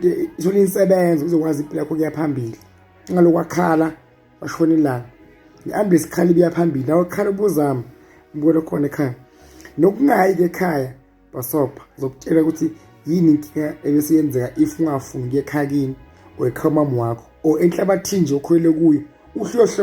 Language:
Zulu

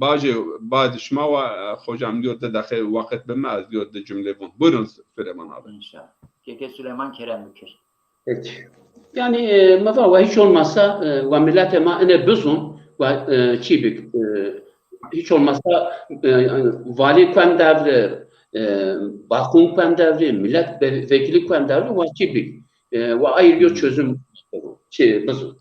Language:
Zaza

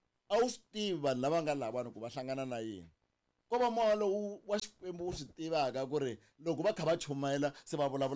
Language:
Tsonga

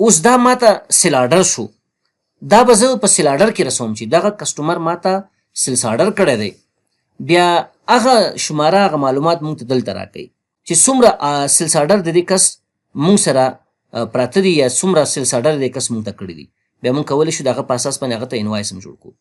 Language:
Pashto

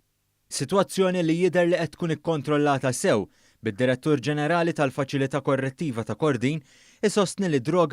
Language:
Maltese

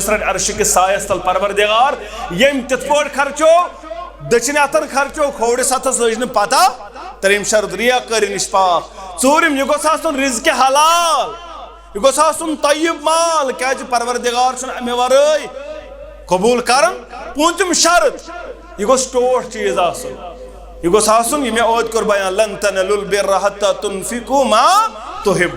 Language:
Kashmiri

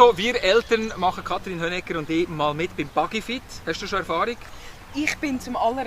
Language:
Swiss German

